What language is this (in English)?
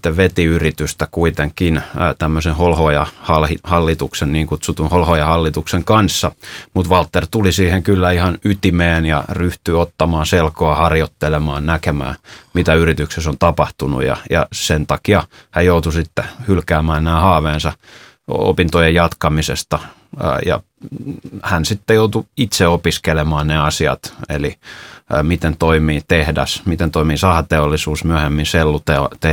Finnish